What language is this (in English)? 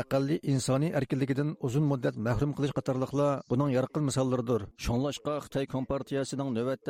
Uyghur